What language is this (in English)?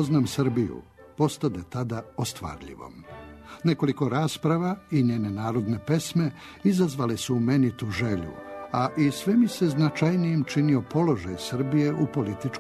Serbian